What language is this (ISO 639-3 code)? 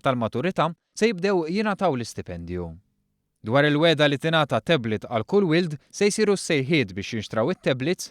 mlt